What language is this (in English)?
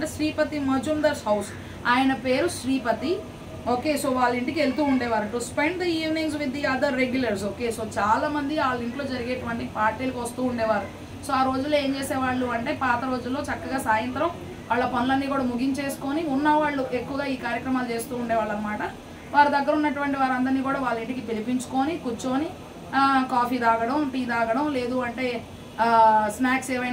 Telugu